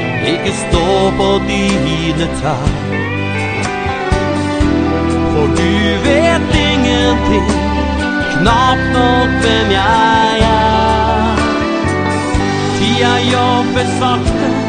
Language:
Norwegian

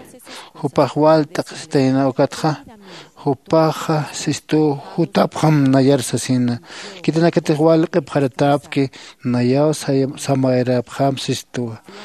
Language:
Aymara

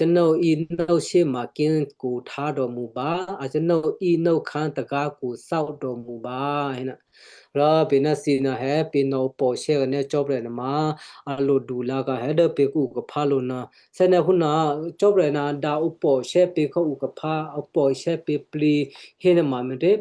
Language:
Western Kayah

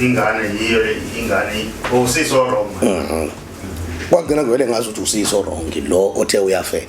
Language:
Zulu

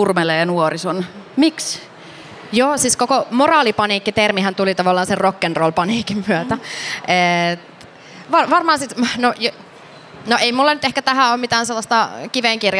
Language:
Finnish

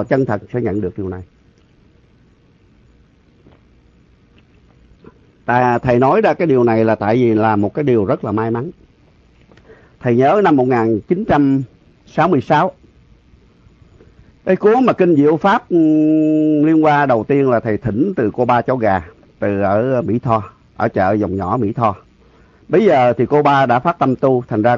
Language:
Vietnamese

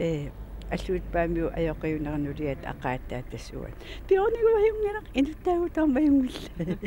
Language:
Kalaallisut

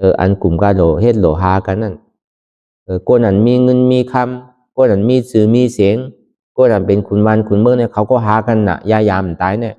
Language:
Shan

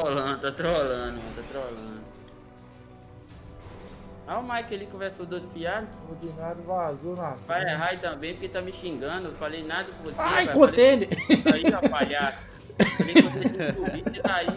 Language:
Portuguese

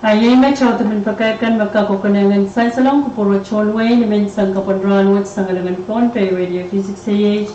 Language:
Pohnpeian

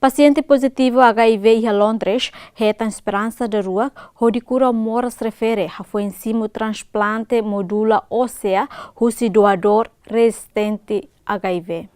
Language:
Tetum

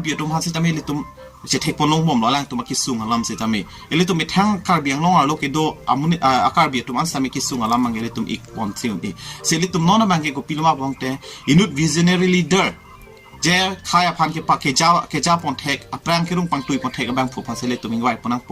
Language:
Karbi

